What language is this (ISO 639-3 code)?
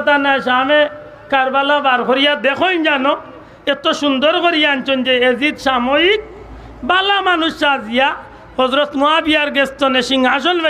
syl